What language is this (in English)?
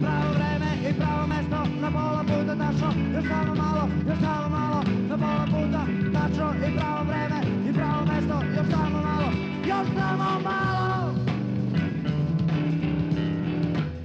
Serbian